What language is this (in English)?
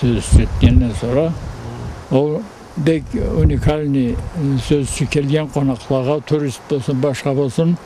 Karachay-Balkar